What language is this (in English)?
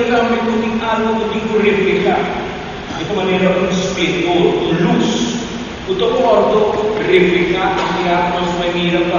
Papiamento